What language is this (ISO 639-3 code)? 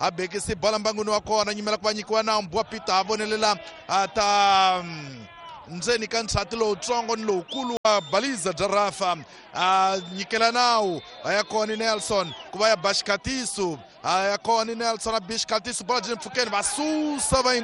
tso